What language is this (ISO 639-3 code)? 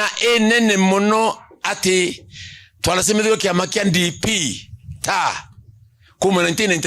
mer